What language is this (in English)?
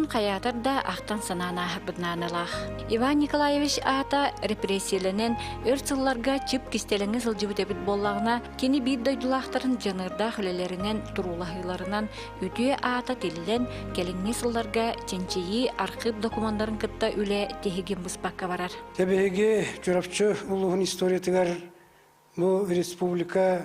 Yakut